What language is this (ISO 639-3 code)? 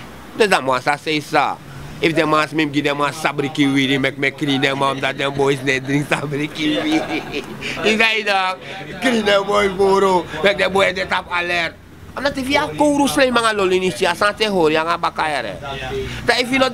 srn